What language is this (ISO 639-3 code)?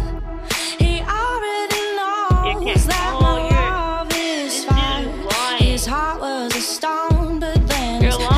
eng